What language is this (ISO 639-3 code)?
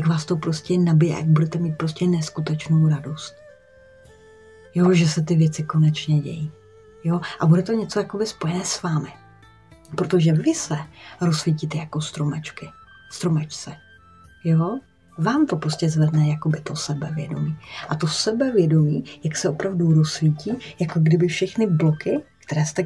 ces